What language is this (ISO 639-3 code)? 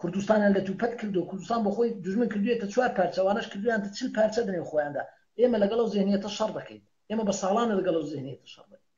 ckb